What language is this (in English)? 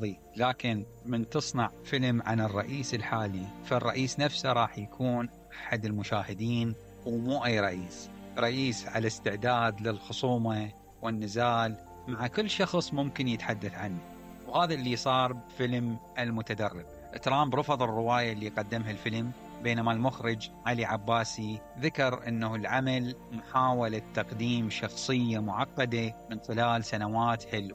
Mesopotamian Arabic